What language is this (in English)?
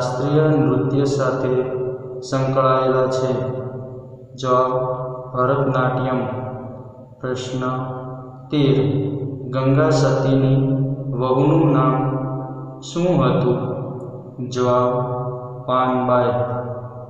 Gujarati